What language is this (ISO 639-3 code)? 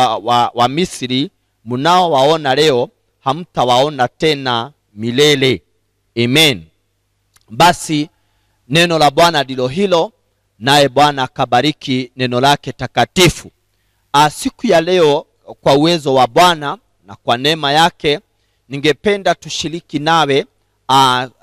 swa